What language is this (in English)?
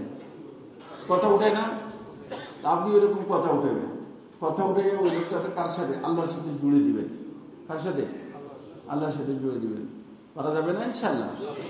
Bangla